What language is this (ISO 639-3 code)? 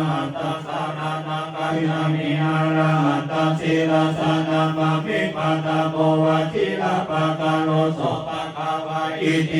pli